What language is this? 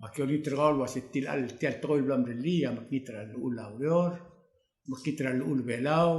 Palauan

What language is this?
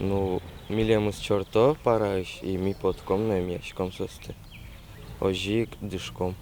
Udmurt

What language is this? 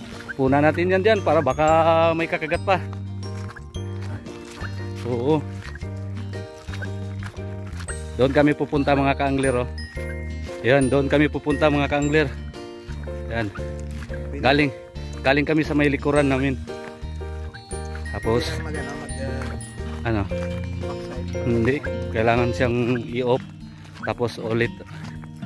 Filipino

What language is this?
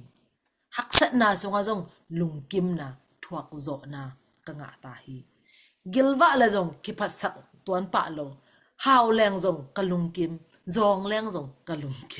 Tedim Chin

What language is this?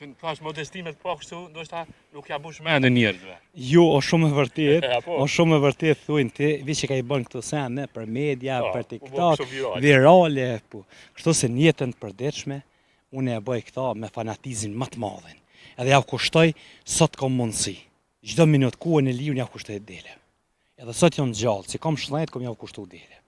Albanian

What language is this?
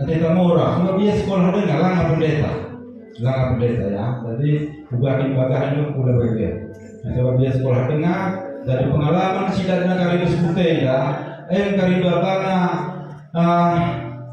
Batak Karo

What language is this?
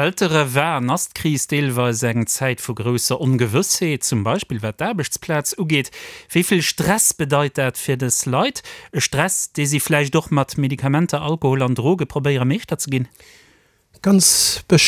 Luxembourgish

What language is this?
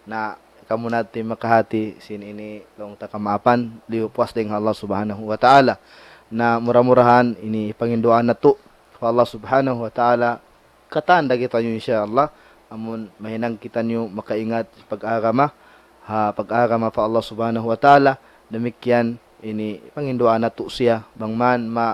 Tausug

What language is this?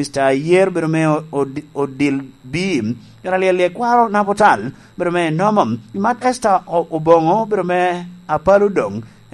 Lango (Uganda)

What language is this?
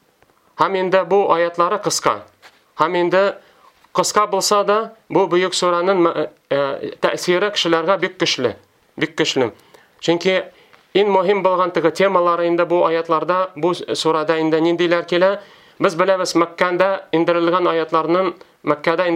Tatar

